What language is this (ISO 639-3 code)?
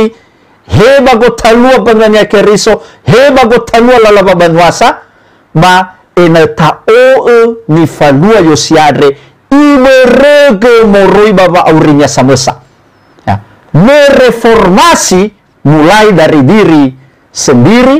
nia